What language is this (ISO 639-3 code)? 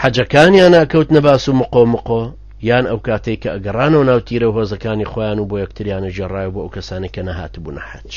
ckb